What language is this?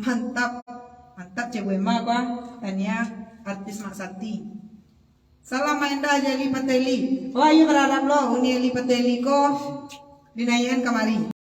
Minangkabau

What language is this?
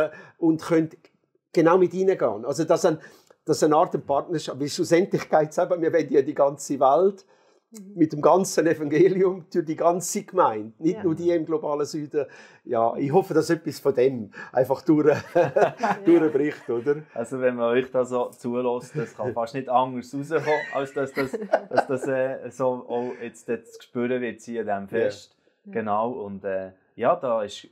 Swiss German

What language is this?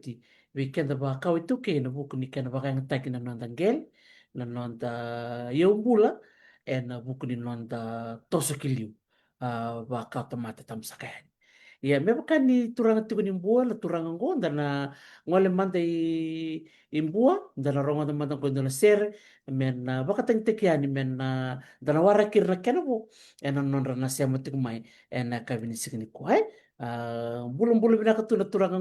Fijian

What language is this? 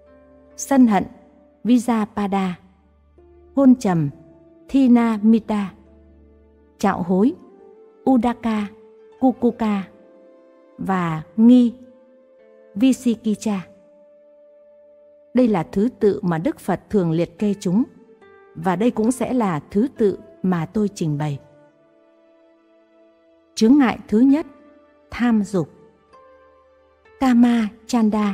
Vietnamese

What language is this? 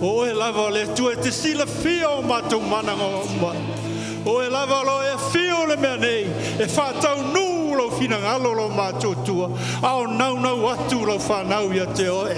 Samoan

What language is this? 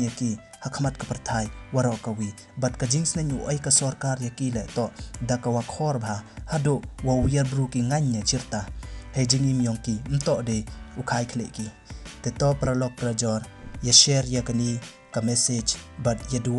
Pnar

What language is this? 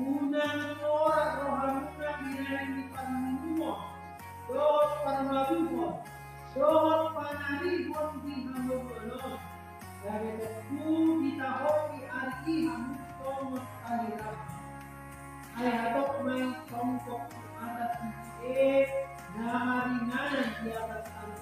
Batak Toba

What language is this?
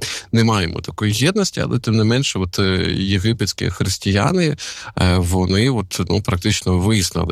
Ukrainian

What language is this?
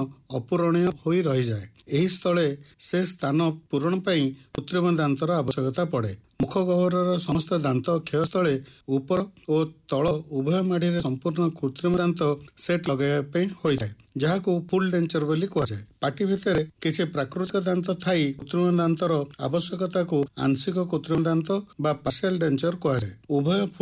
Odia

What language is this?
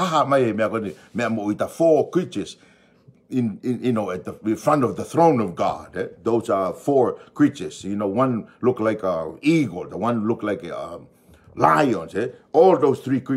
Tongan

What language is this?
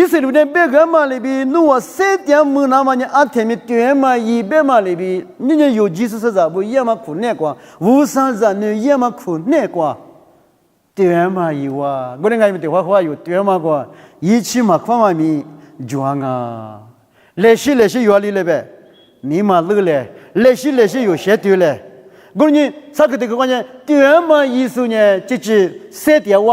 Lisu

